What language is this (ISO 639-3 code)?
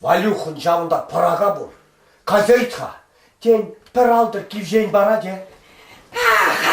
chv